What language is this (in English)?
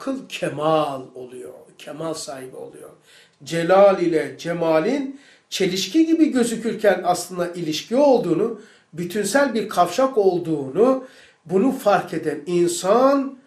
Turkish